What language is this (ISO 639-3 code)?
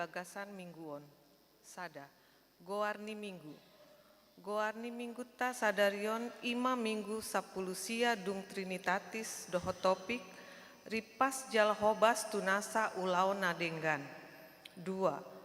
bbc